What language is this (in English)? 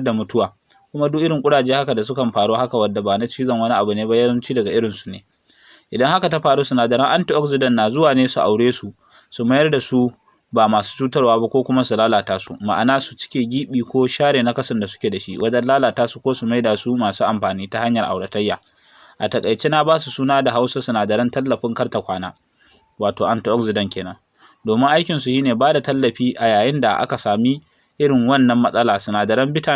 Hausa